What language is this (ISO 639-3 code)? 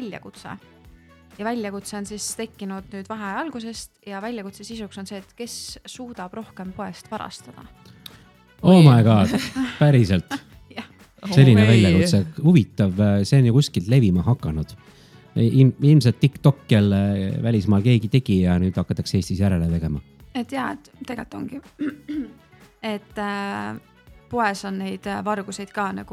est